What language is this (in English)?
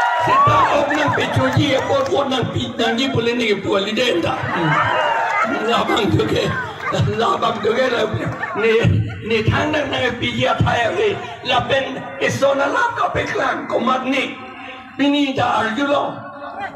Karbi